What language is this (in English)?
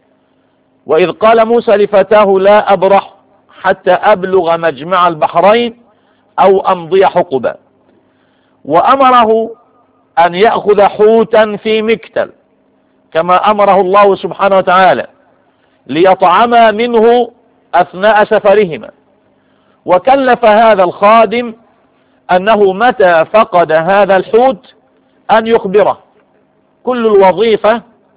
Arabic